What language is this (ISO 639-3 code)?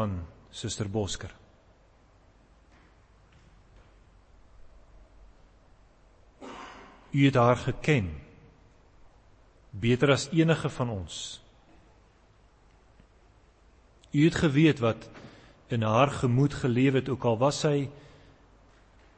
afr